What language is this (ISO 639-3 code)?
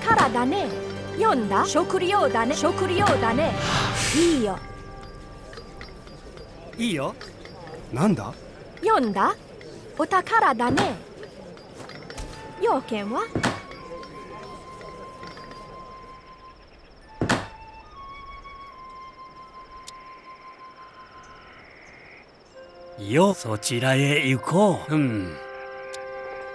jpn